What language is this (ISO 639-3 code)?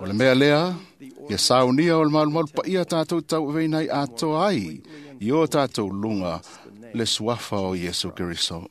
smo